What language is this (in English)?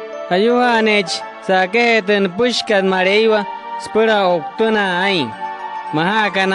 Wayuu